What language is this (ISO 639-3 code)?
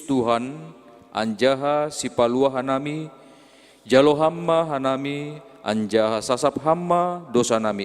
bts